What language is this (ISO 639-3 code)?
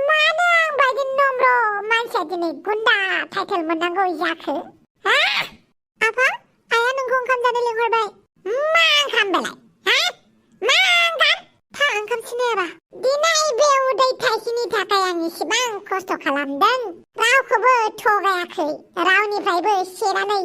brx